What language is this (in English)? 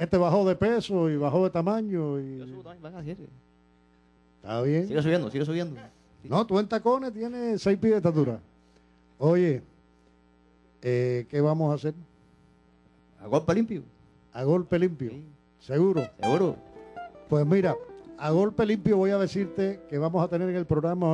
Spanish